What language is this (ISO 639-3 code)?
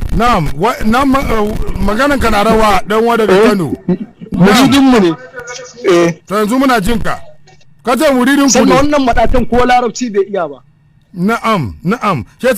hau